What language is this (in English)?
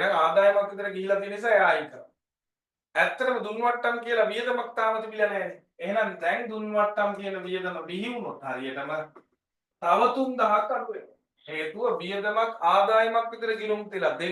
Sinhala